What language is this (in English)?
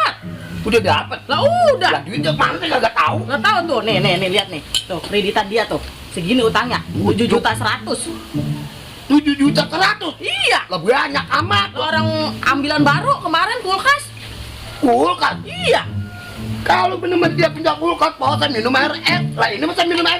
Betawi